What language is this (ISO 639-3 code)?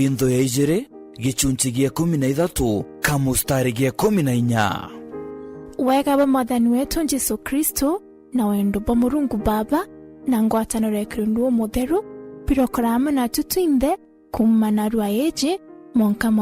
mer